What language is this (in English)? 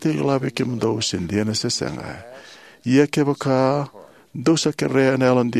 Fijian